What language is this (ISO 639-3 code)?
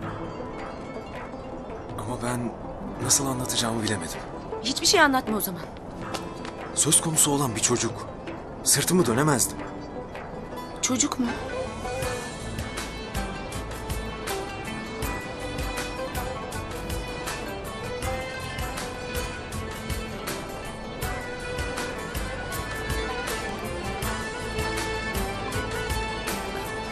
tur